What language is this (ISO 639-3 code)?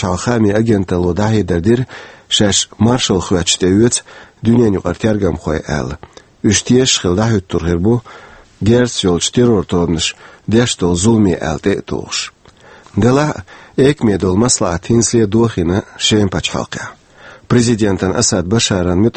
che